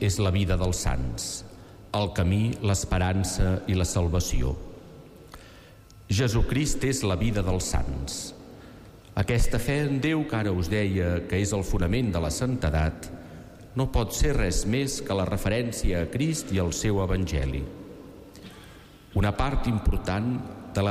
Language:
Catalan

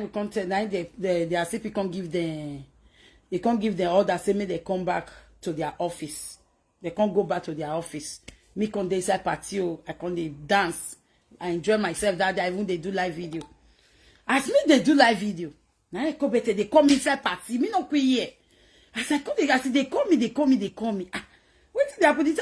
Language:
Nigerian Pidgin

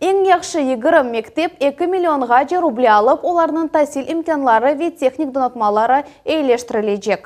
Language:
Crimean Tatar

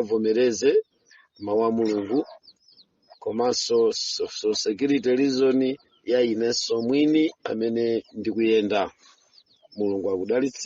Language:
Nyanja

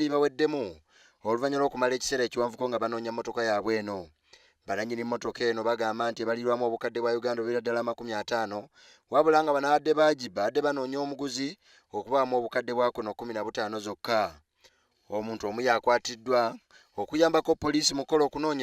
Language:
Ganda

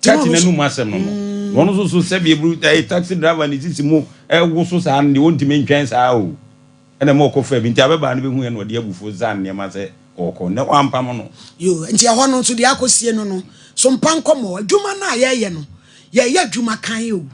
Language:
Akan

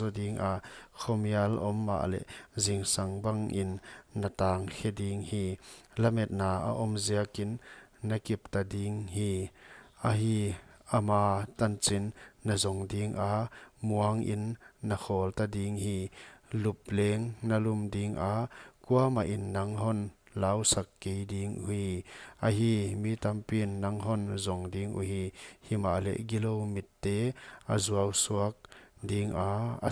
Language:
Paite Chin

